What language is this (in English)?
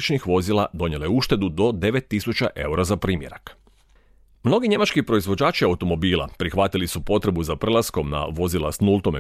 Croatian